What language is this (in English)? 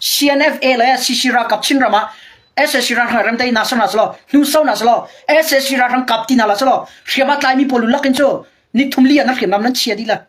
Hakha Chin